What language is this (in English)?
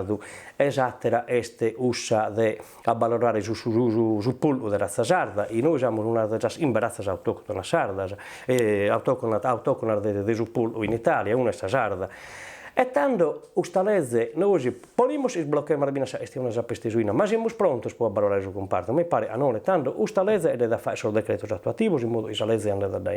Sardinian